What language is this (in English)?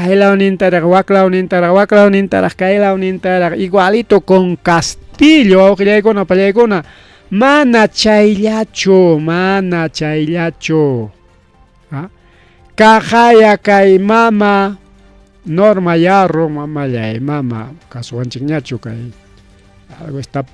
Ayacucho Quechua